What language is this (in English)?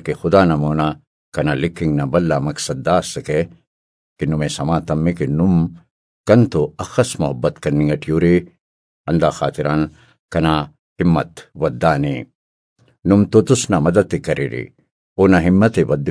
Brahui